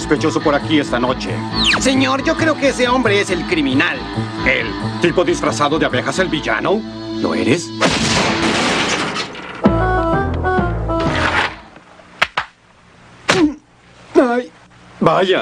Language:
Spanish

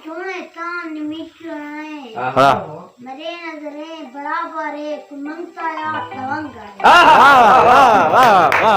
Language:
Saraiki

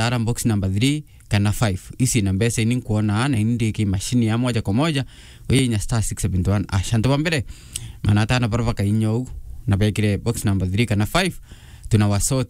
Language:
Meru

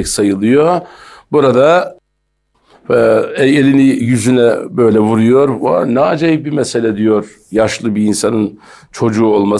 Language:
Turkish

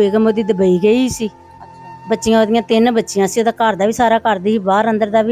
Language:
Punjabi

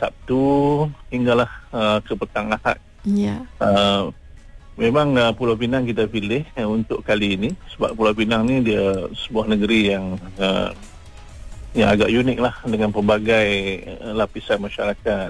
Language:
Malay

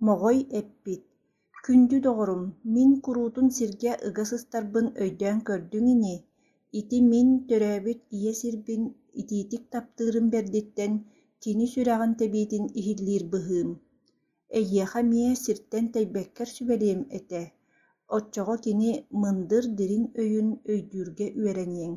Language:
Yakut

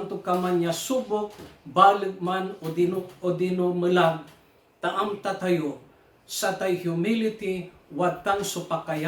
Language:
Pangasinan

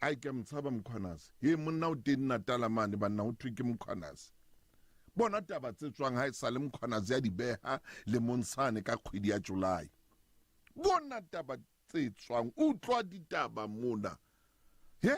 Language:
Southern Sotho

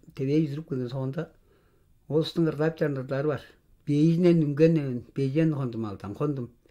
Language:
Tuvinian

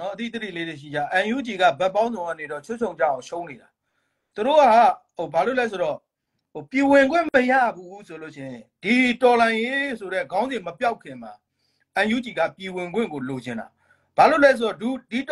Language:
Burmese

